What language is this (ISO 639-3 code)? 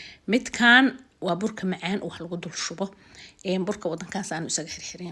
som